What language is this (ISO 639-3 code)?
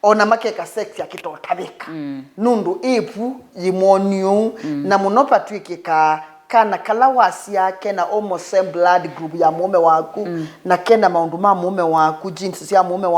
kam